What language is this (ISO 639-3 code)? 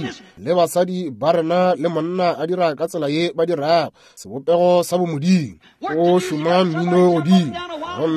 nso